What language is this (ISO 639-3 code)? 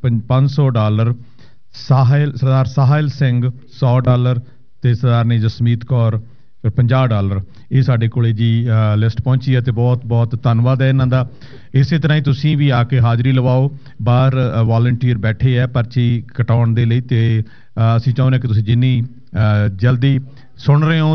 pan